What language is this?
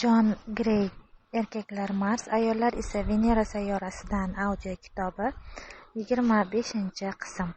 Uzbek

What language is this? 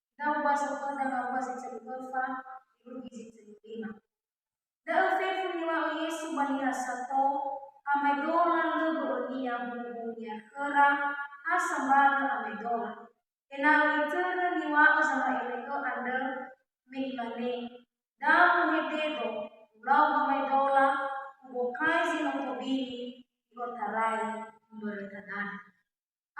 Nias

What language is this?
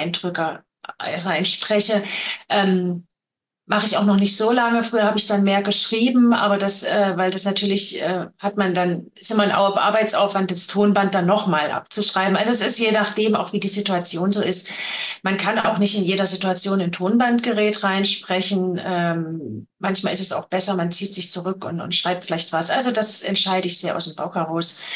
German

